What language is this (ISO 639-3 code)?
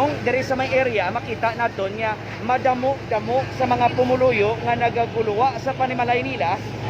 hil